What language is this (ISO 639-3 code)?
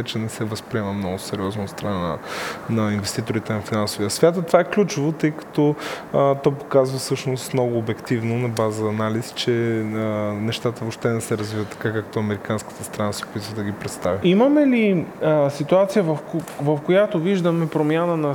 bul